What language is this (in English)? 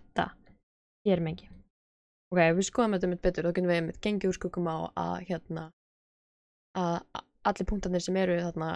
Icelandic